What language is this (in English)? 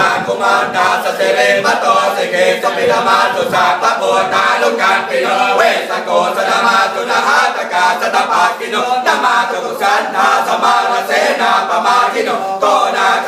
Pali